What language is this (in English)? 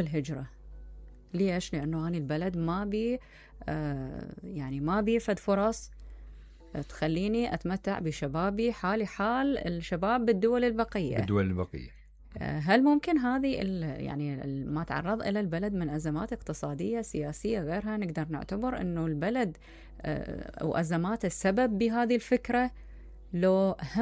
Mesopotamian Arabic